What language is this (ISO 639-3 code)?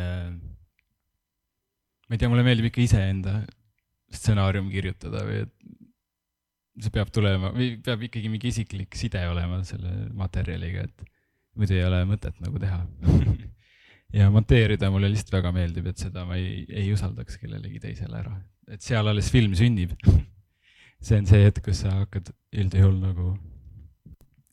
est